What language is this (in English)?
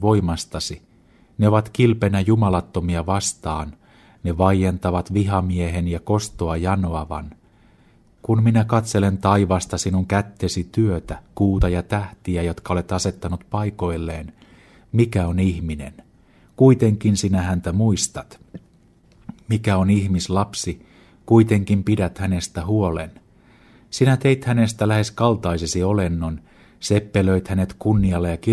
Finnish